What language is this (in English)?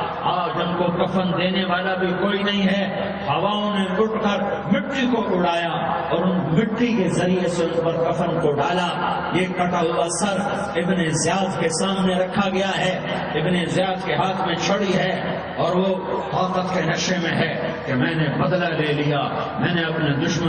Urdu